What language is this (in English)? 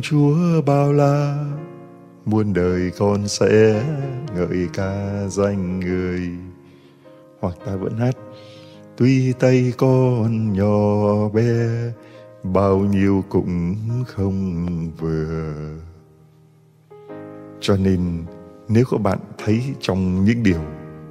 Vietnamese